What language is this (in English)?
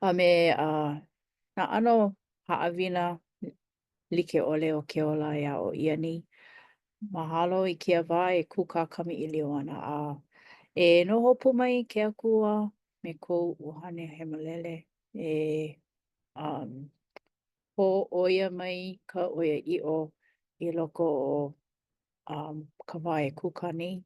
Hawaiian